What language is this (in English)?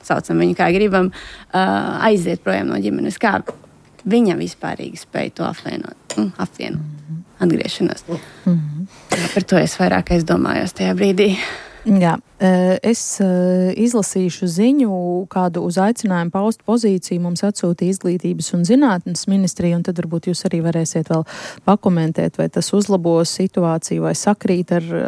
Latvian